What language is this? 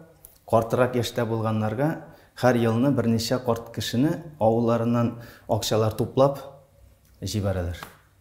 Tatar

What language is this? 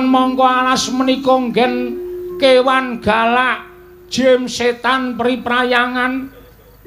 Javanese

